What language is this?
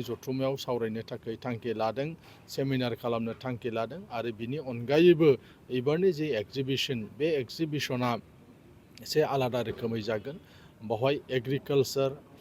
Bodo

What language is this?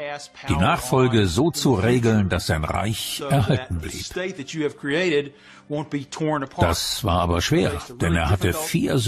German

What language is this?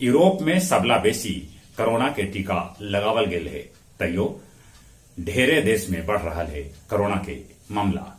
Magahi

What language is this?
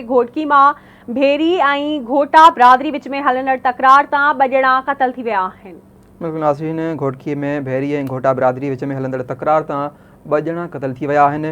Sindhi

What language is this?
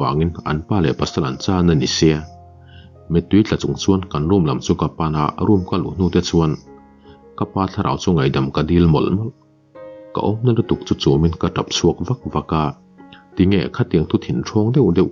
Mizo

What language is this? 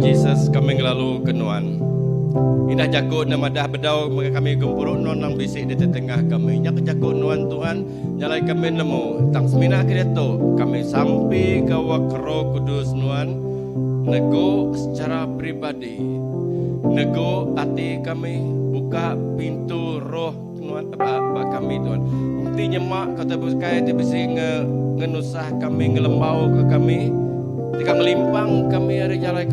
Iban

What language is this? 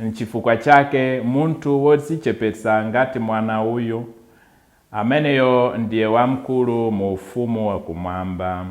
Nyanja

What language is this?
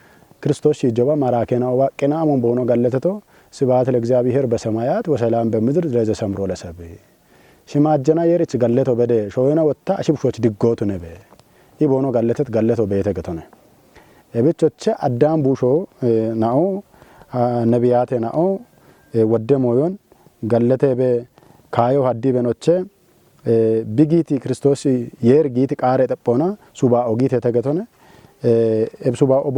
Kafa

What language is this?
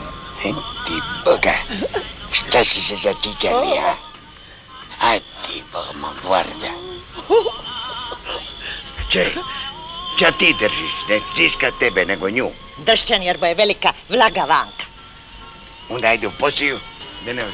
Croatian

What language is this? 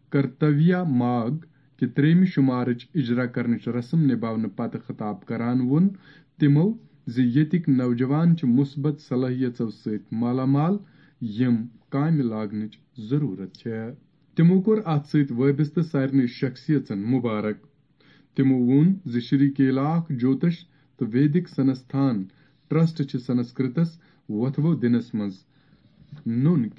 Kashmiri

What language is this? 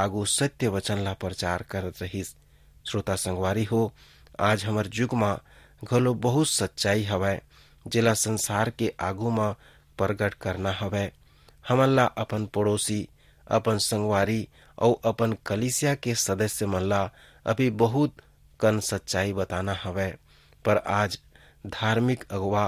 Chhattisgarhi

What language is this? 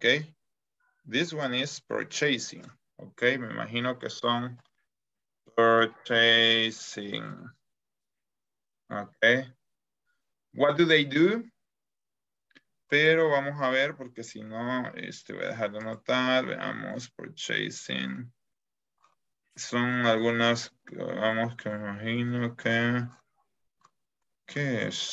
Spanish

